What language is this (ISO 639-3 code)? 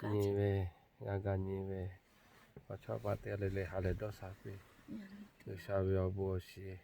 lhu